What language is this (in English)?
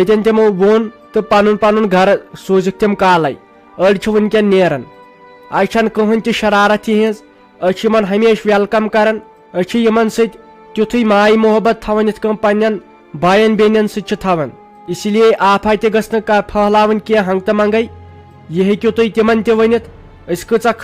Kashmiri